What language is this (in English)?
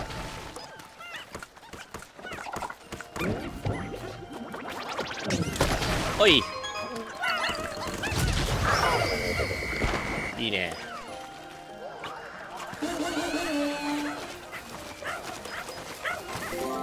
Japanese